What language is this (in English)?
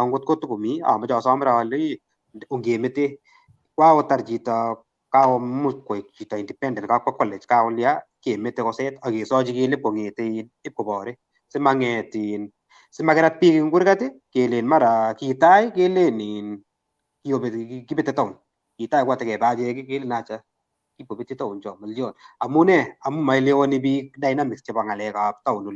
Kalenjin